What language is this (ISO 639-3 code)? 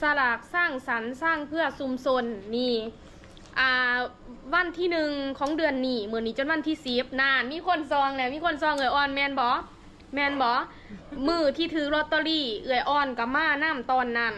lao